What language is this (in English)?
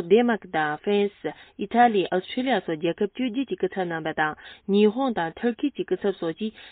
Tibetan